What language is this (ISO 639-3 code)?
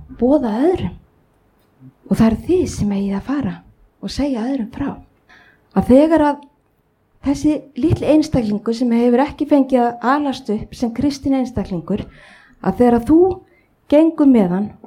isl